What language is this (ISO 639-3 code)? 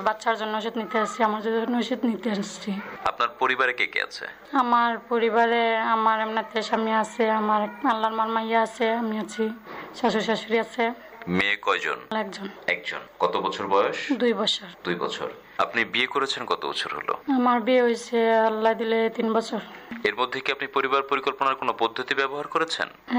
ben